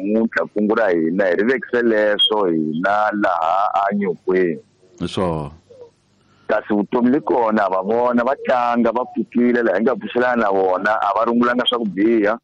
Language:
Tsonga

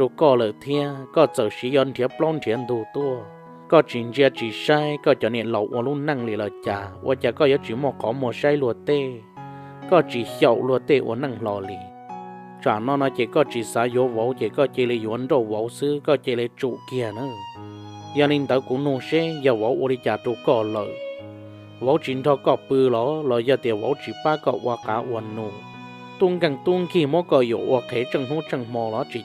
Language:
Hmong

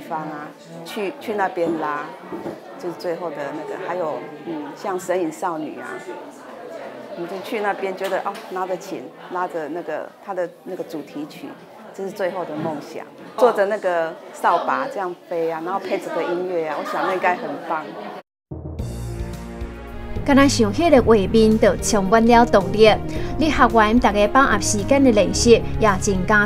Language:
Chinese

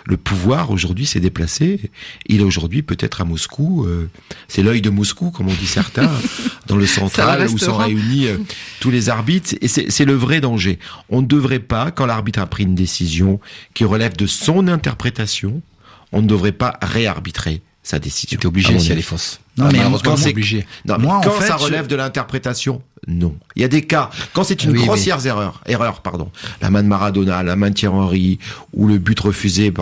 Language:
French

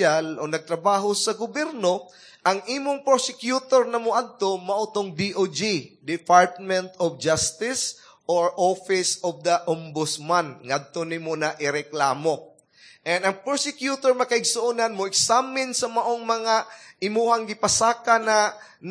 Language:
Cebuano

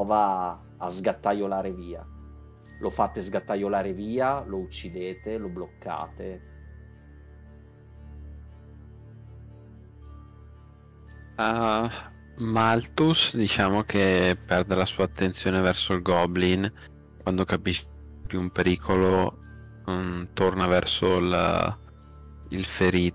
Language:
Italian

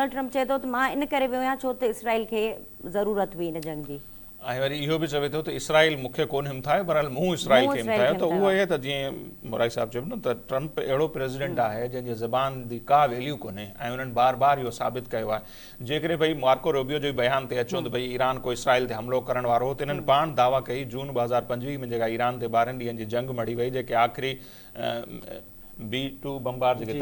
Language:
Sindhi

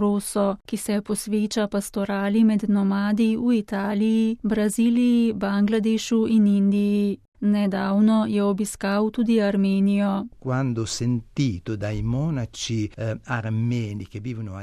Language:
Slovenian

